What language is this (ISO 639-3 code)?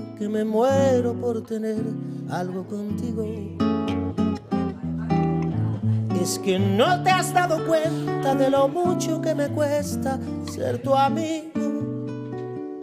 spa